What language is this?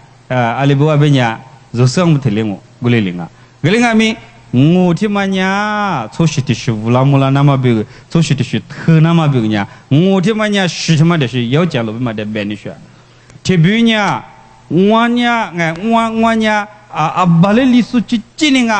Lisu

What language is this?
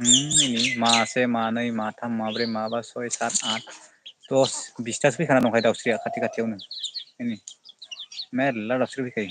Bodo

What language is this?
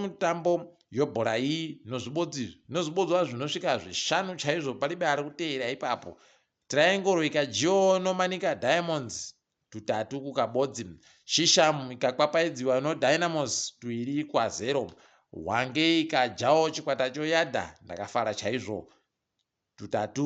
Ndau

